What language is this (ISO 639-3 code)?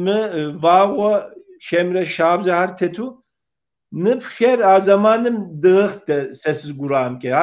kbd